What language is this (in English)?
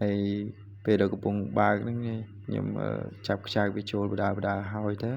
Khmer